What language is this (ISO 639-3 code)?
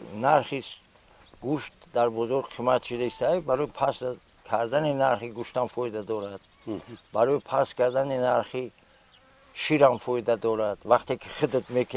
tgk